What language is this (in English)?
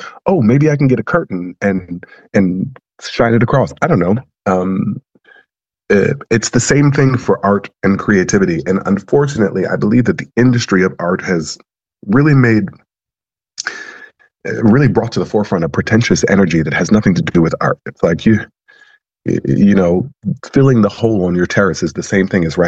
English